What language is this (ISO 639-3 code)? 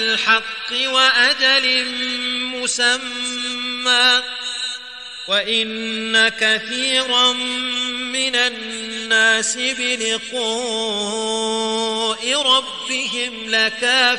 ara